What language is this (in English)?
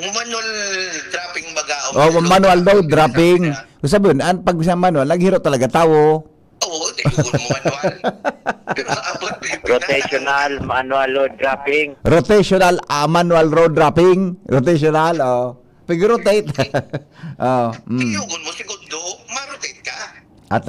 Bikol